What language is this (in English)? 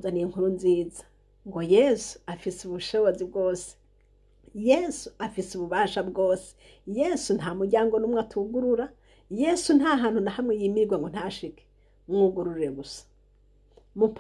Rundi